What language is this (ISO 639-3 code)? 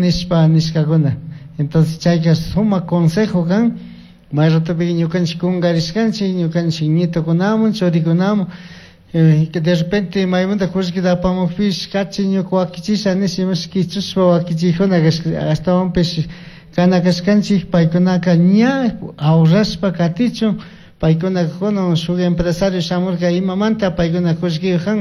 qug